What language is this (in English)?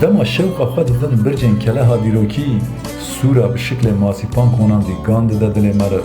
Kurdish